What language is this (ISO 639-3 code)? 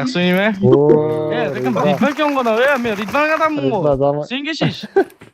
kaa